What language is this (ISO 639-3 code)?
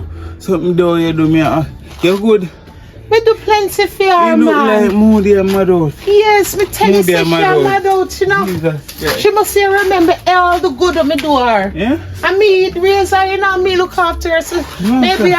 jam